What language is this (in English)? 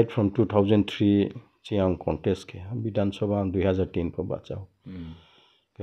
Riang (India)